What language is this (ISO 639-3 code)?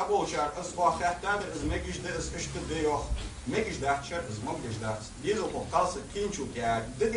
inh